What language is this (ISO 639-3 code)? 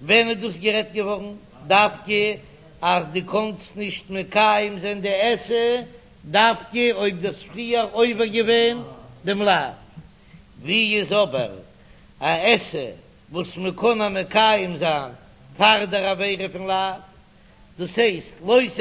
yid